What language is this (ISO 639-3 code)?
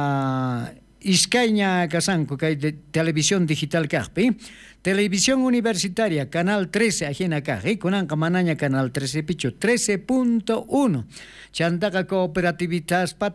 quh